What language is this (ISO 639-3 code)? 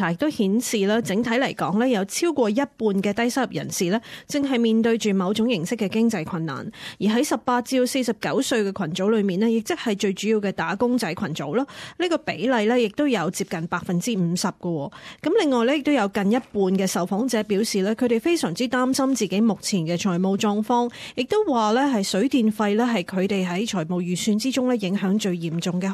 yue